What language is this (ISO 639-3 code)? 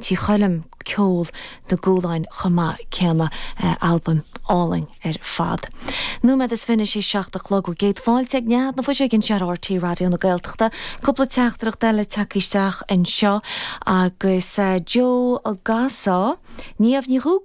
gle